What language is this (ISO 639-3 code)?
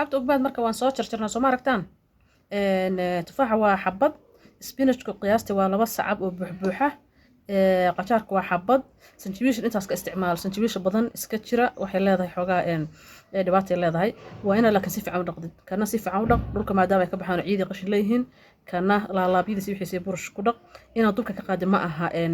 som